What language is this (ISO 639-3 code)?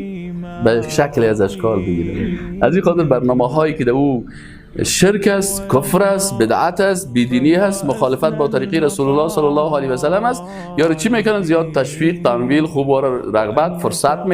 fas